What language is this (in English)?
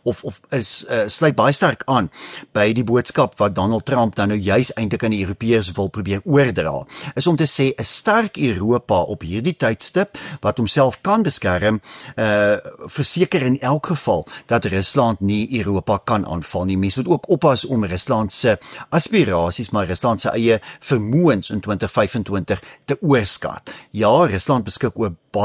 Afrikaans